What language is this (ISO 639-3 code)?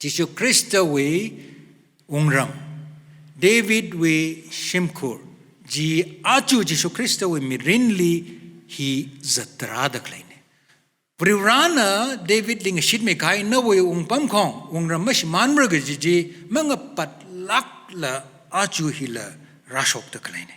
nmf